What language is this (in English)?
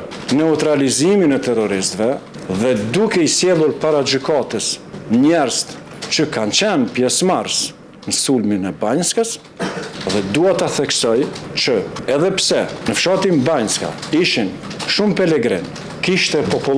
Albanian